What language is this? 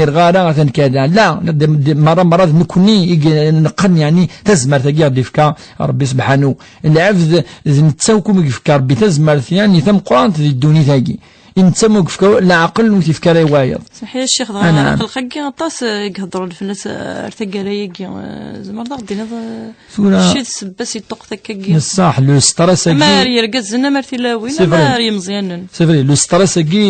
Kabyle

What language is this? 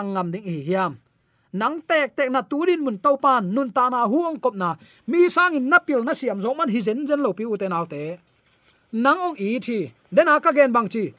Tedim Chin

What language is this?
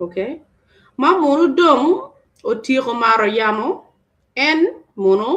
Acoli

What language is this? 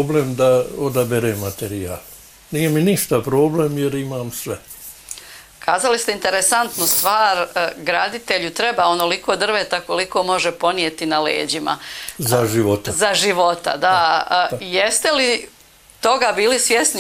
Bosnian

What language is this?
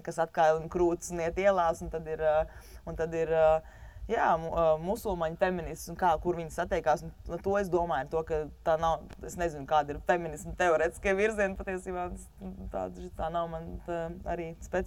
Latvian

